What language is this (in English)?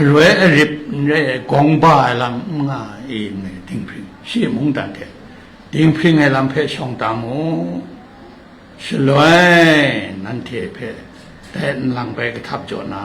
Kachin